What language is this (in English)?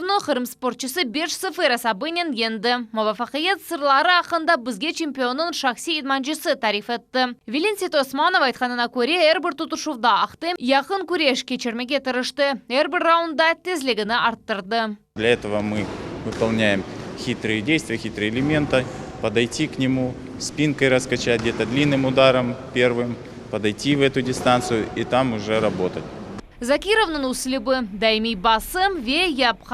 Crimean Tatar